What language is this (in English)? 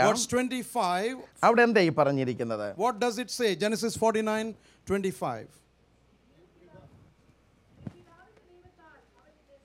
Malayalam